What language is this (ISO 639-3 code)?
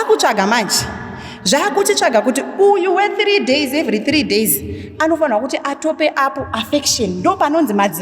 sna